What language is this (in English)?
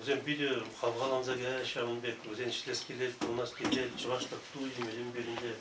Chuvash